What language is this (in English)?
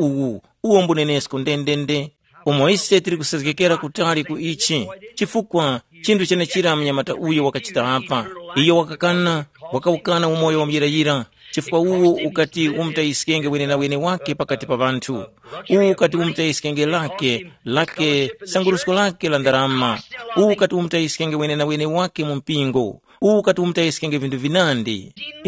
Tumbuka